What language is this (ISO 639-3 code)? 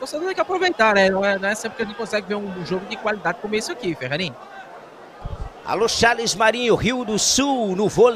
por